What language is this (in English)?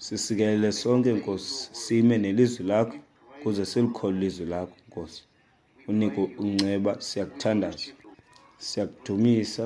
Xhosa